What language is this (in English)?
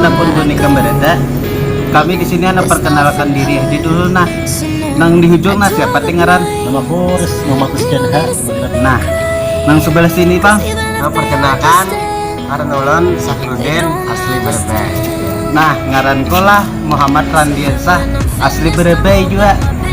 Banjar